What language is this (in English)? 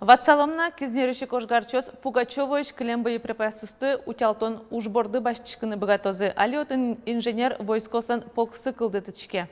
Udmurt